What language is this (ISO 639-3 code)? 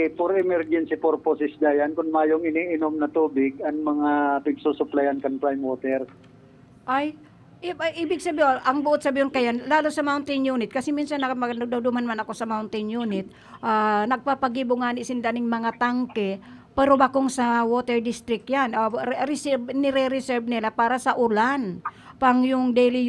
bik